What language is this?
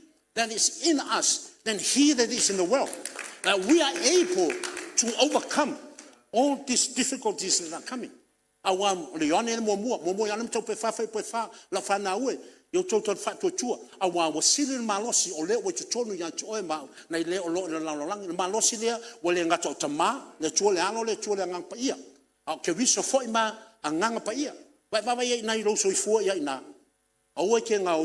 Samoan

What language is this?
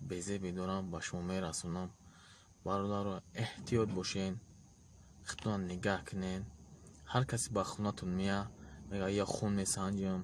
Tajik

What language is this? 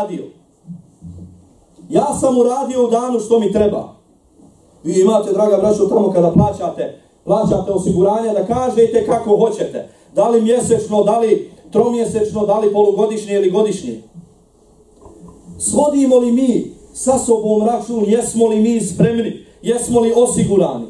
Bosnian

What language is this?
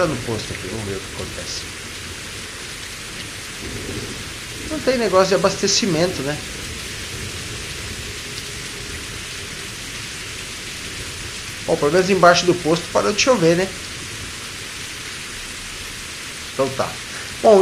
Portuguese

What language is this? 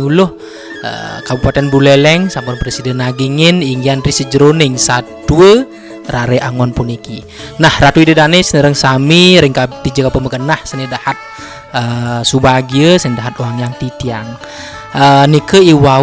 Balinese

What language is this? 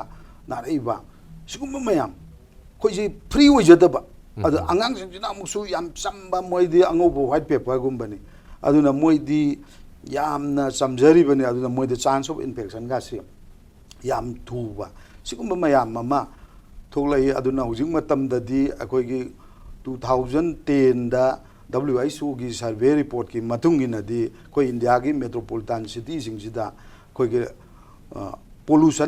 Manipuri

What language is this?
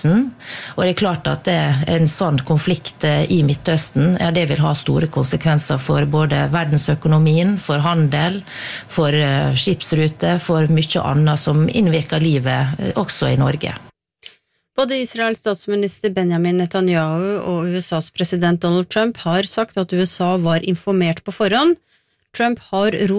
Norwegian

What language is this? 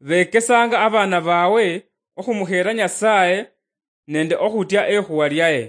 Luyia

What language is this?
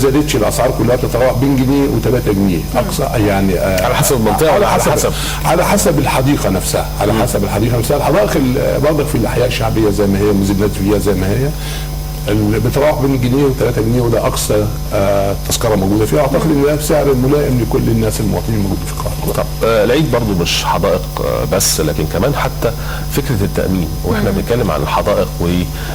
Egyptian Arabic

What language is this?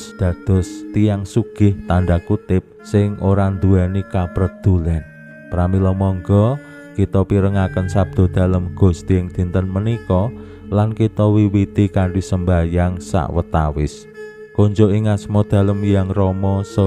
Javanese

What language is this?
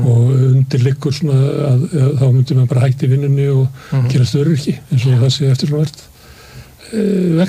Icelandic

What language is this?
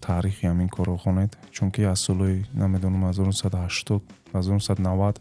Tajik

